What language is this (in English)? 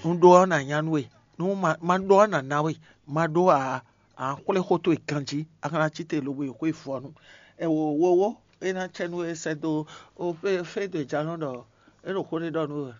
Fon